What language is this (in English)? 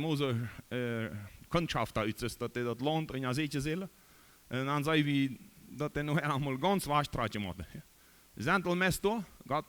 Plautdietsch